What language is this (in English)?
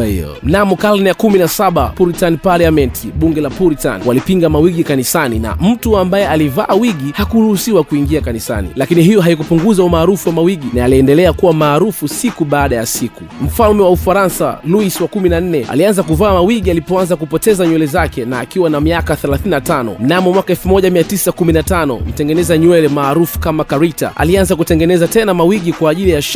Swahili